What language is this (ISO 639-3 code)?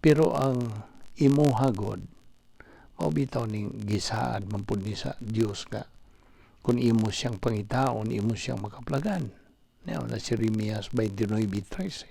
ceb